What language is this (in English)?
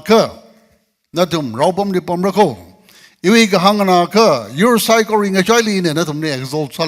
Tangkhul Naga (India)